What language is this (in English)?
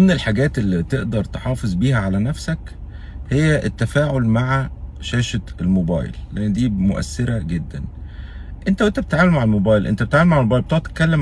Egyptian Arabic